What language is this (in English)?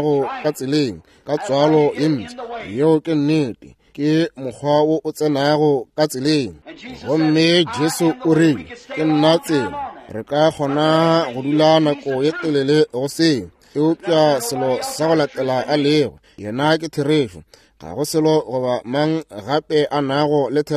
Northern Sotho